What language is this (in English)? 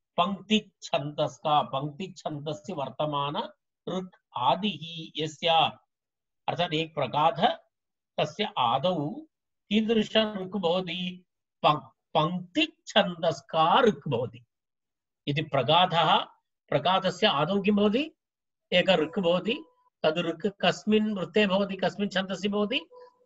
Sanskrit